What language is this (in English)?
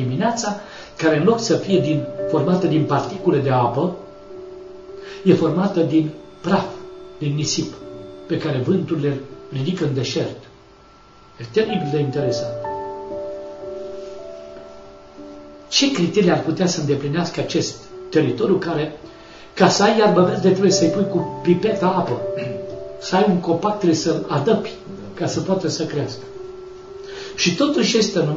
Romanian